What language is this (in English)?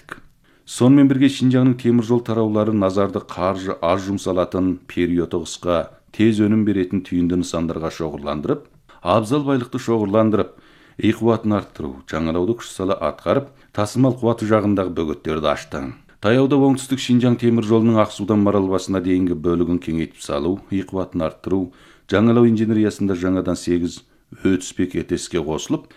Kazakh